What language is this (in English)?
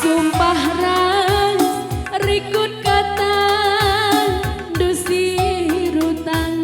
Batak Karo